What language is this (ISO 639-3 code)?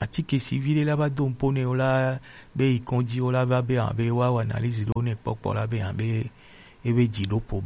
gej